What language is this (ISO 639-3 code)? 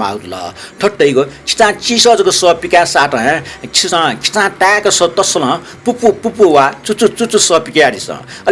new